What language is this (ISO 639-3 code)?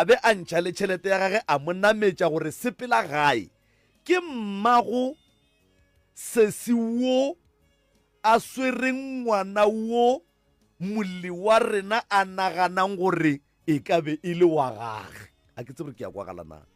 nso